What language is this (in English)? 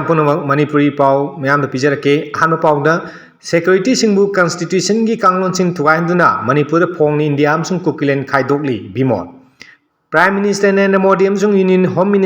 Manipuri